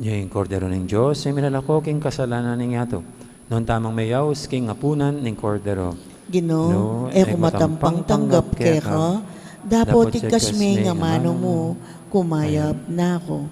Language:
Pampanga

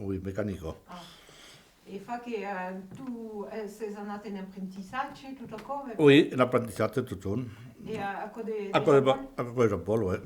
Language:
Occitan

